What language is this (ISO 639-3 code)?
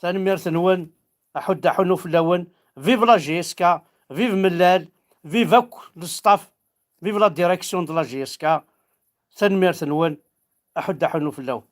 kab